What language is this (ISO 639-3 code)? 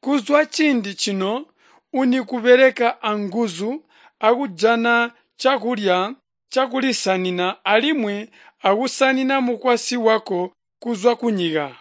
toi